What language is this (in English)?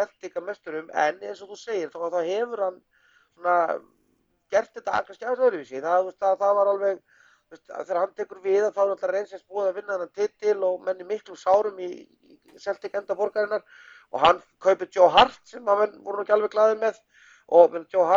Icelandic